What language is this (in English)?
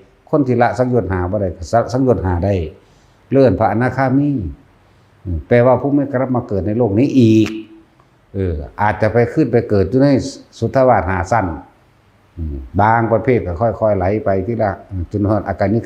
Northeastern Thai